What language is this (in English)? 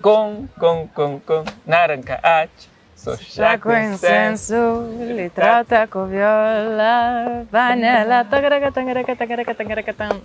Kabuverdianu